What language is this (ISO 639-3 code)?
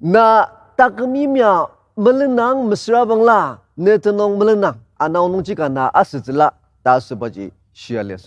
njo